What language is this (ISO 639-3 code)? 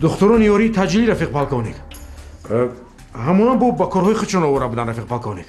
tgk